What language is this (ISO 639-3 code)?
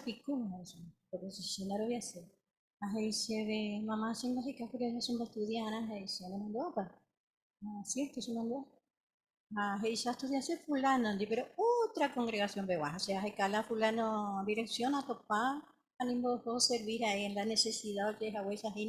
grn